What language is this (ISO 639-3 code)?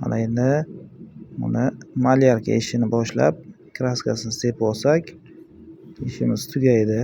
uzb